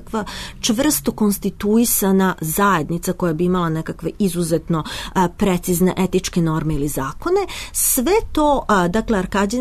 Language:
Serbian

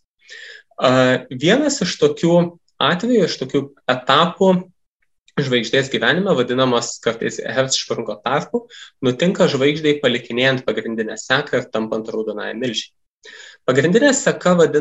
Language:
Lithuanian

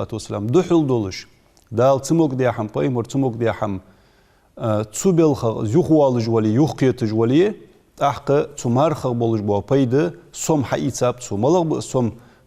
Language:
Ingush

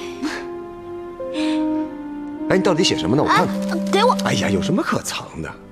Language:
Chinese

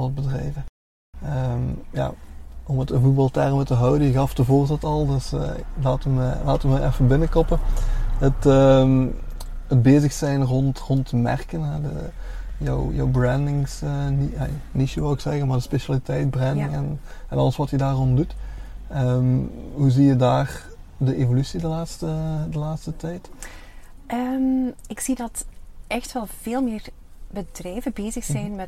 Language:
Dutch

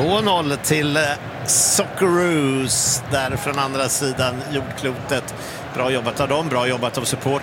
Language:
Swedish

